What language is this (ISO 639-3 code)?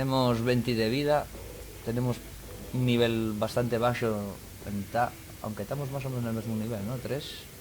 ast